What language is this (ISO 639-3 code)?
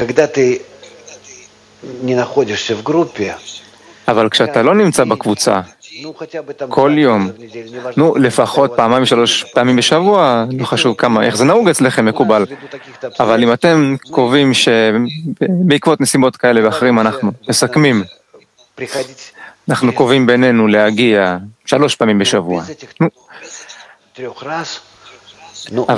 heb